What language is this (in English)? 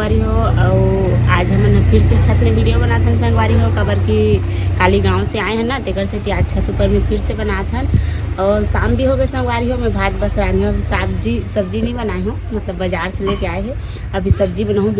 Chhattisgarhi